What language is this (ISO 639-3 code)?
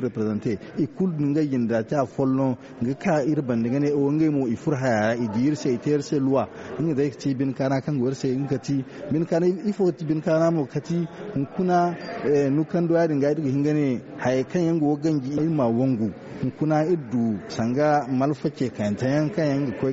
dje